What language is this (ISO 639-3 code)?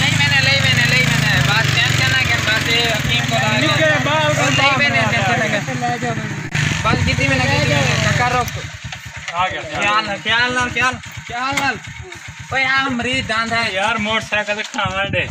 skr